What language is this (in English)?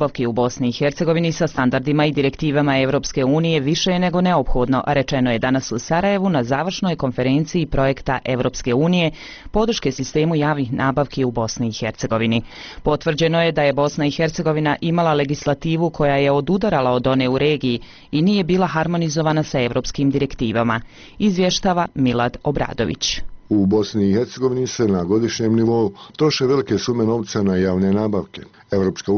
Bosnian